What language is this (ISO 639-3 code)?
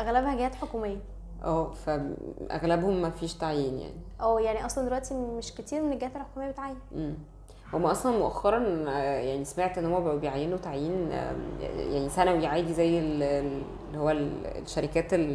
arz